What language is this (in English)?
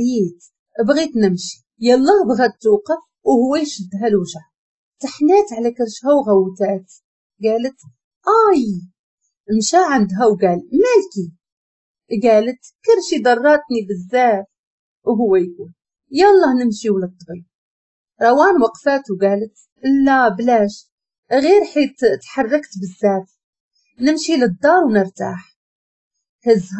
Moroccan Arabic